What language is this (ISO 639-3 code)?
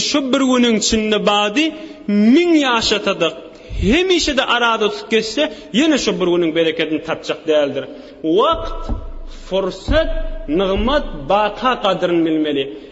tuk